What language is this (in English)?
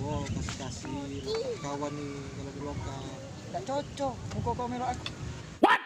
Musi